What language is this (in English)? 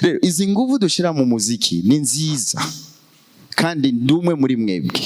Rundi